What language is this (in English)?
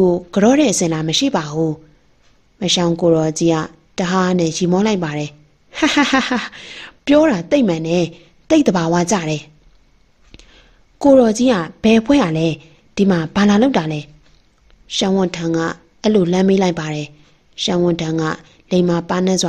Burmese